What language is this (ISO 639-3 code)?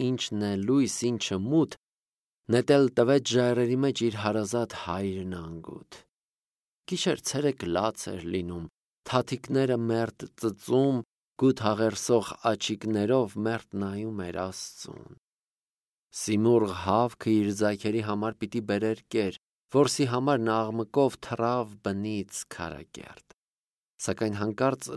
hye